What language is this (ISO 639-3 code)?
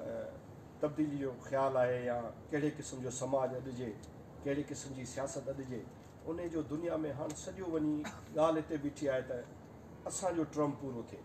snd